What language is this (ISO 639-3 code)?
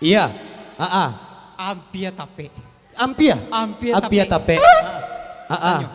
min